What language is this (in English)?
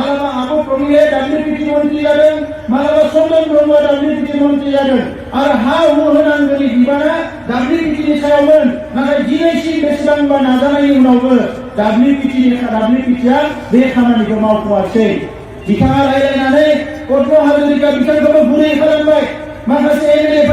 Bodo